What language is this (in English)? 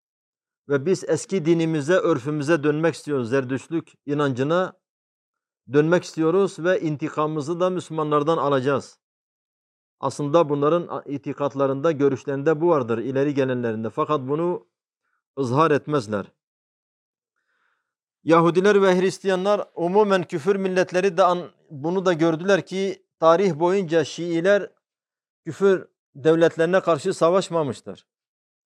Turkish